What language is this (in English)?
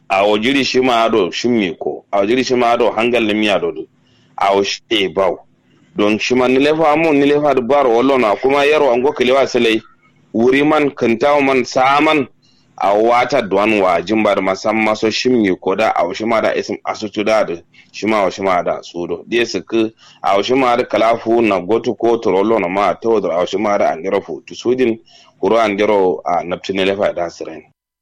Kanuri